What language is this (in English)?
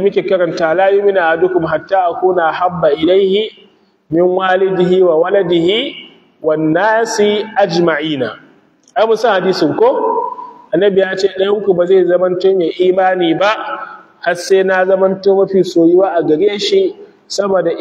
Hausa